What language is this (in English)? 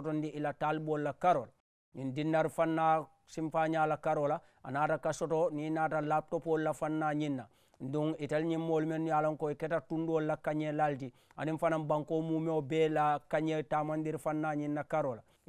Mandingo